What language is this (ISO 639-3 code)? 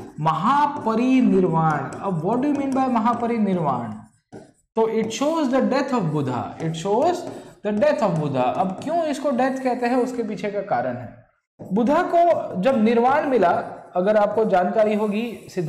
hin